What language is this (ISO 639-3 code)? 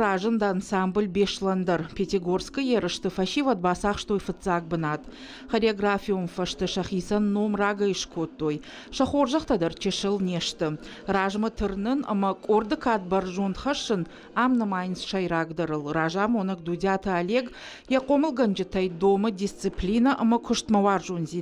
oss